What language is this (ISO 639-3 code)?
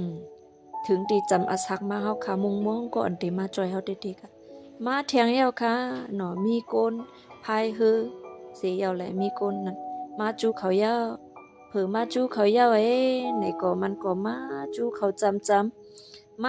shn